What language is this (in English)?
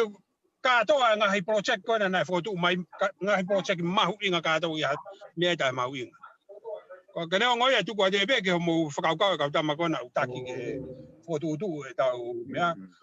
Tongan